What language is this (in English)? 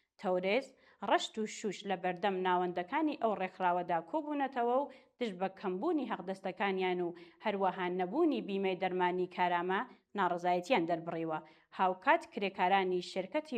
Central Kurdish